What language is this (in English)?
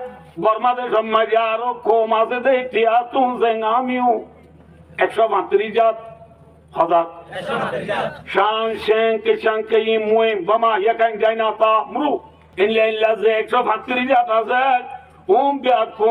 Rohingya